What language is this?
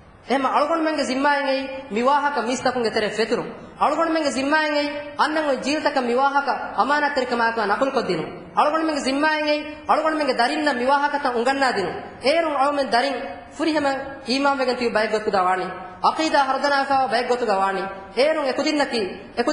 Divehi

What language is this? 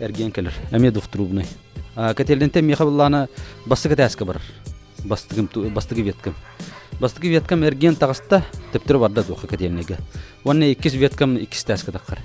Yakut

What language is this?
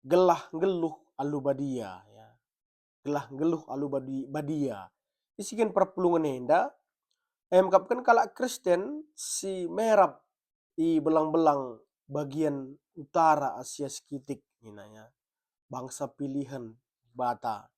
Batak Karo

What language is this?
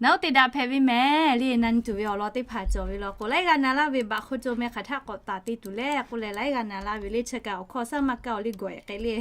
Lahu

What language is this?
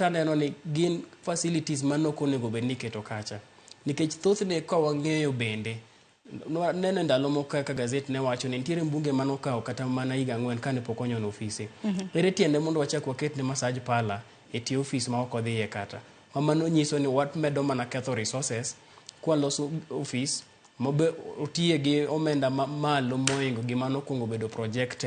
Luo (Kenya and Tanzania)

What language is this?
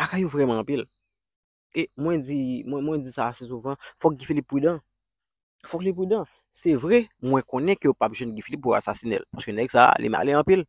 Haitian Creole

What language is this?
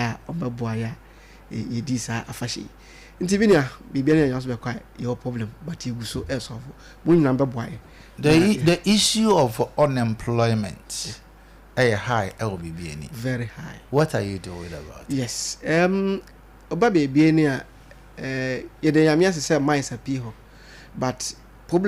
Akan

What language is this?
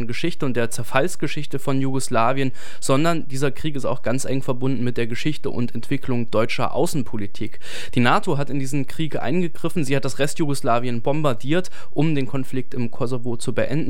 German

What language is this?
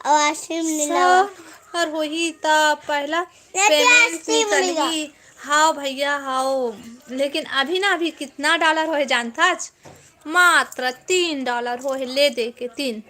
Chhattisgarhi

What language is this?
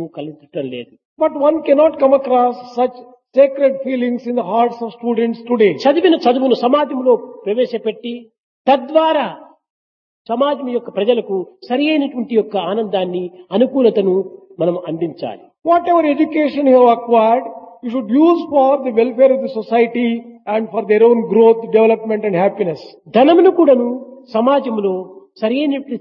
Telugu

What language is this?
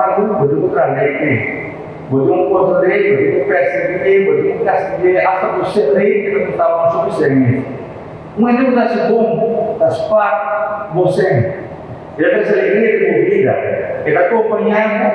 Papiamento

